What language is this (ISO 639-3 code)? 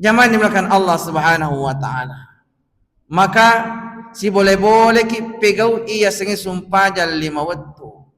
bug